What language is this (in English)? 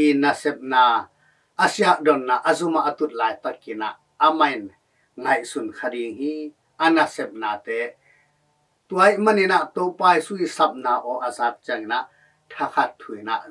Tedim Chin